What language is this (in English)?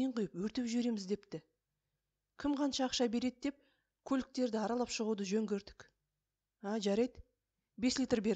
Kazakh